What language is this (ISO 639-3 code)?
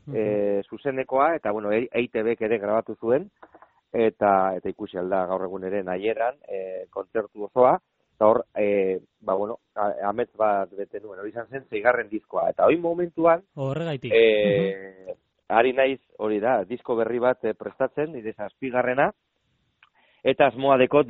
eus